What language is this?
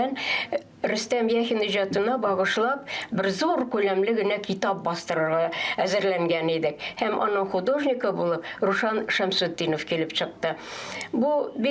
Tatar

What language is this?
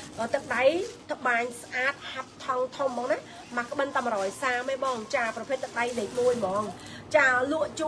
Khmer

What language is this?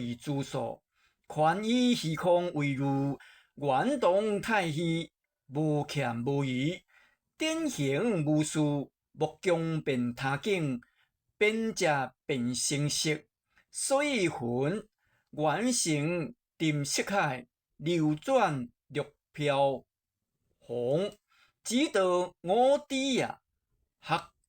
Min Nan Chinese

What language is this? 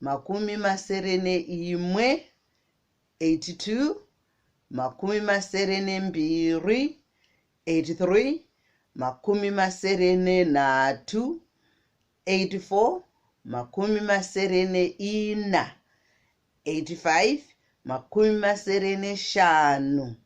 Shona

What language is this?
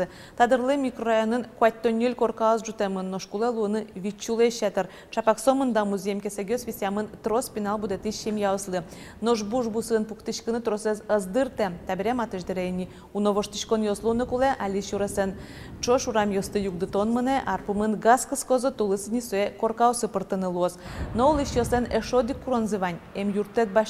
Udmurt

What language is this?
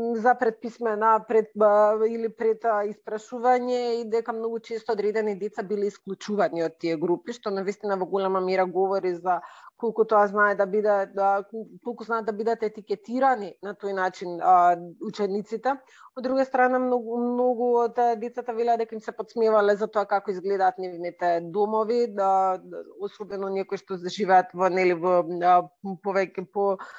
Macedonian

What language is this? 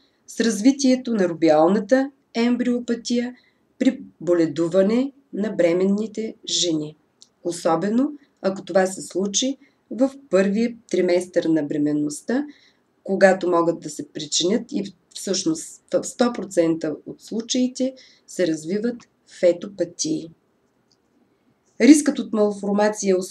Bulgarian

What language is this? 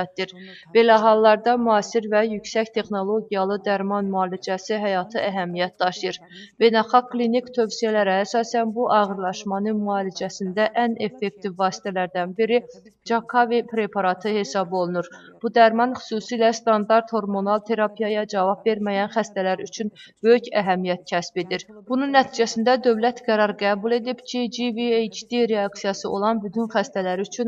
Azerbaijani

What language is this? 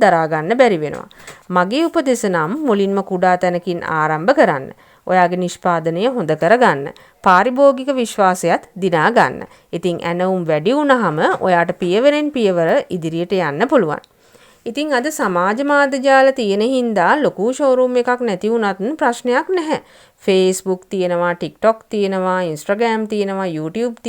Sinhala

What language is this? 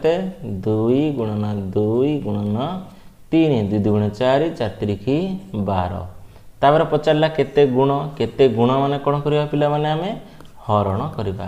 Odia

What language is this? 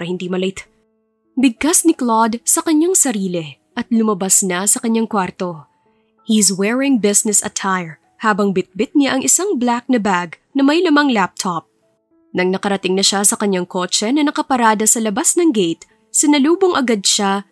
Filipino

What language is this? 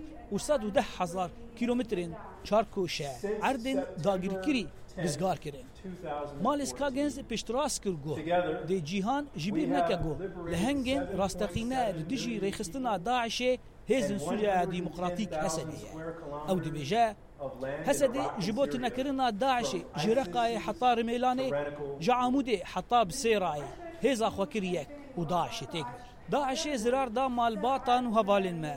Kurdish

